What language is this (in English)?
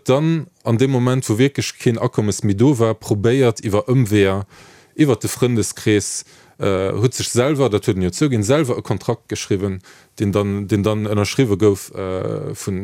Luxembourgish